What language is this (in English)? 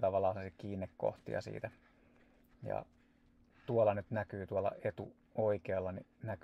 Finnish